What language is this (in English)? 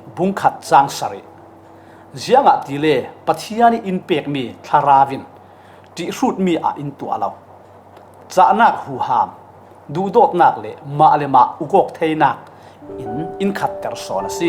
Falam Chin